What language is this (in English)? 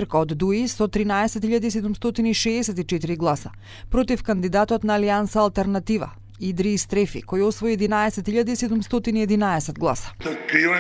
Macedonian